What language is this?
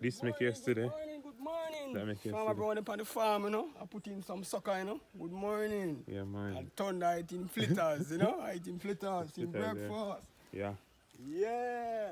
Jamaican Creole English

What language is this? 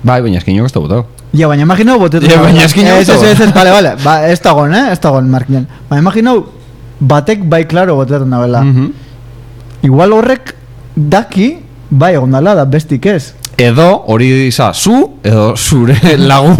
Basque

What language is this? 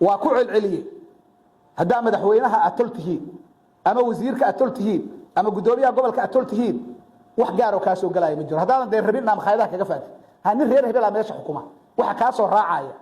Somali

